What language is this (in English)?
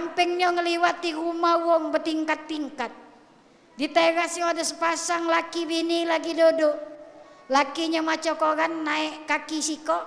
Musi